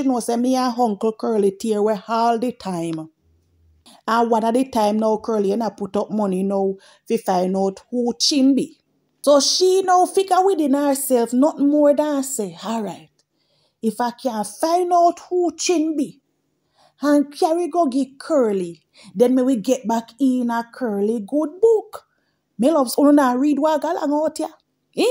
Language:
Jamaican Creole English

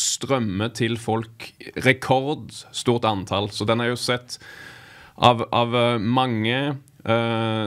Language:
Norwegian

